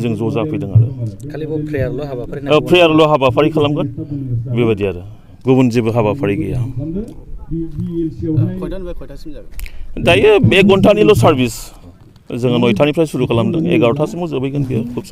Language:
Bodo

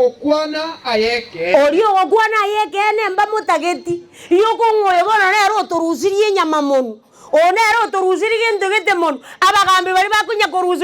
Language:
Gusii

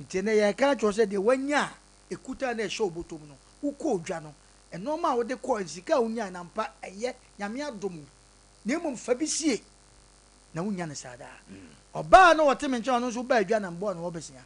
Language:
Akan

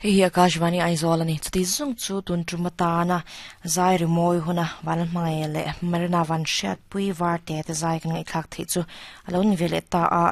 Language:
Mizo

